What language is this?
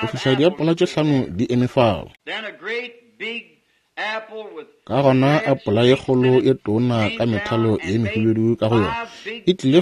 Northern Sotho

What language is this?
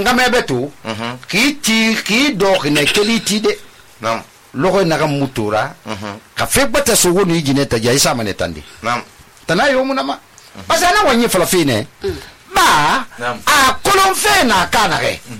Susu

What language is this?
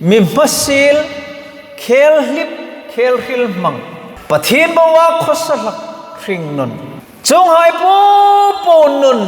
Hmar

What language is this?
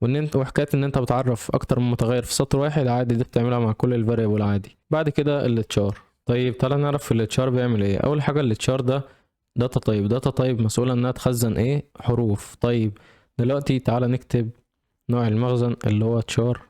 Egyptian Arabic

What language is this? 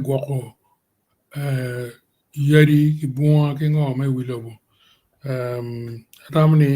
Acoli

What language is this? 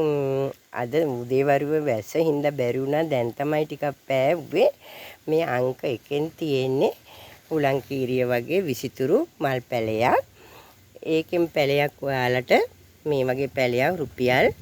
Sinhala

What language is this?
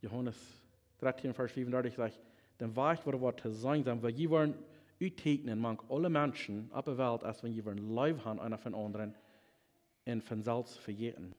Plautdietsch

